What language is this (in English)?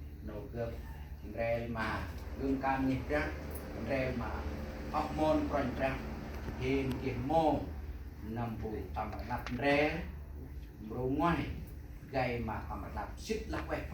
Central Mnong